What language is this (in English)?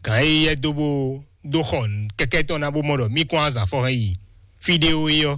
Fon